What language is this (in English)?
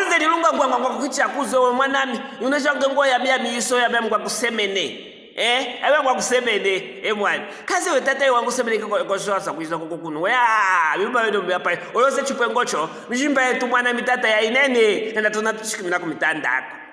Luvale